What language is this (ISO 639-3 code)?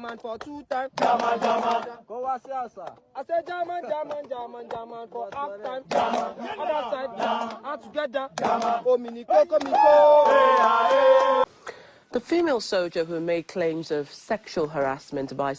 pcm